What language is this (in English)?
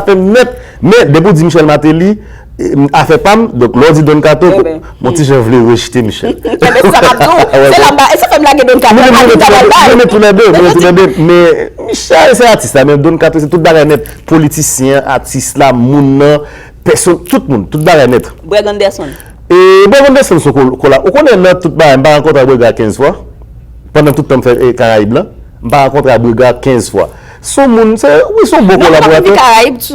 Haitian Creole